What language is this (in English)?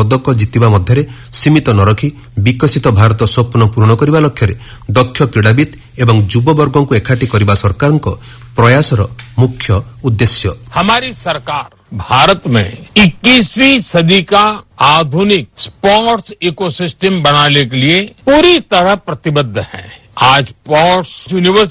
Odia